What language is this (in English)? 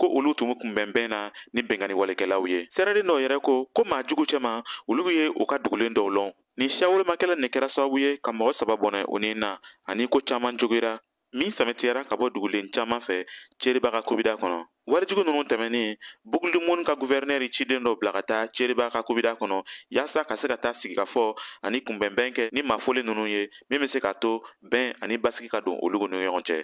Bambara